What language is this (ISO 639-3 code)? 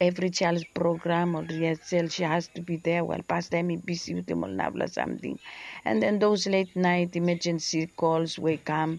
bis